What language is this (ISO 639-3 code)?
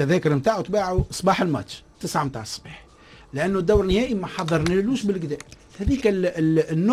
aeb